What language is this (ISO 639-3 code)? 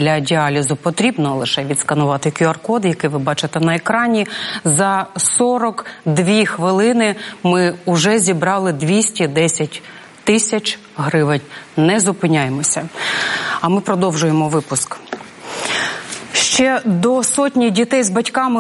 ukr